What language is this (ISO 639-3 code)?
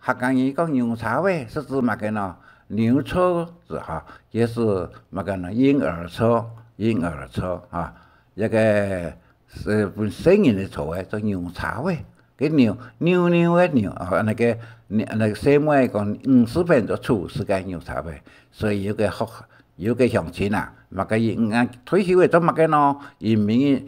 hak